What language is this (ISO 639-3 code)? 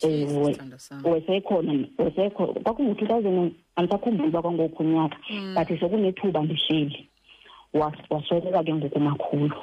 xho